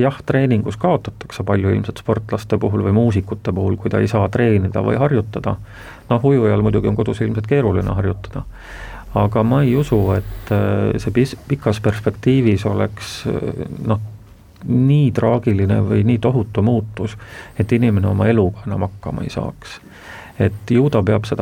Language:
Estonian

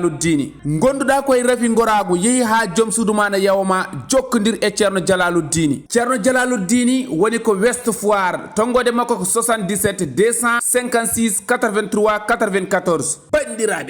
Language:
Fula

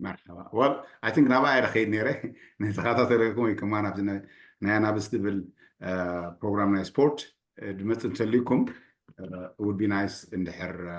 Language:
Tigrinya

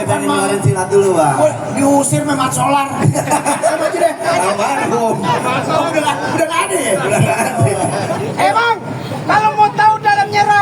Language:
Betawi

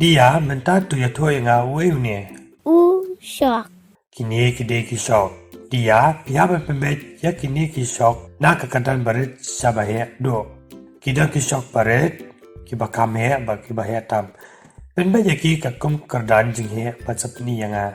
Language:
Khasi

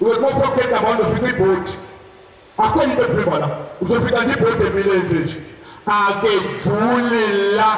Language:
Zulu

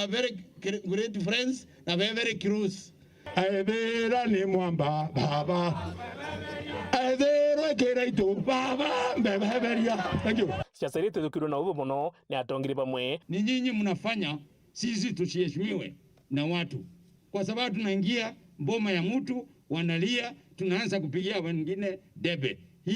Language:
Meru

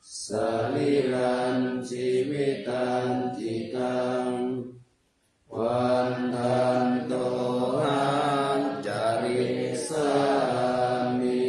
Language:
Pali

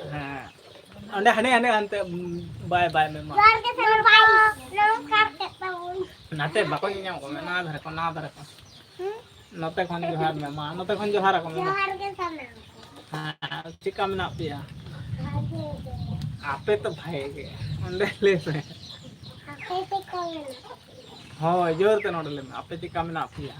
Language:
Santali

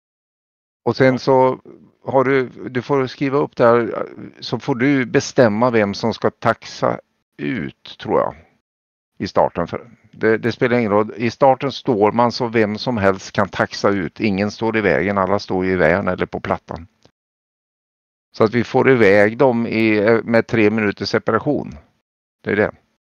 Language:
Swedish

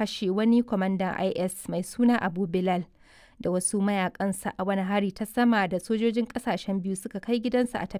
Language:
Hausa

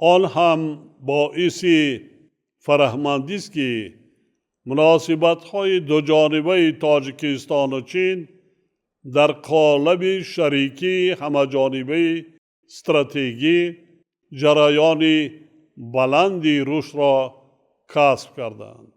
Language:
Tajik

